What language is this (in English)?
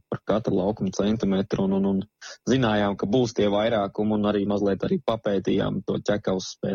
Latvian